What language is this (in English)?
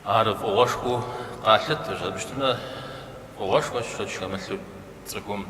Kabardian